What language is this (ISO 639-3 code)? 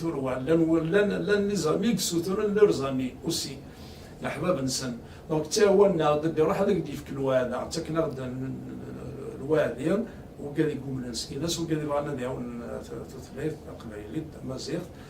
kab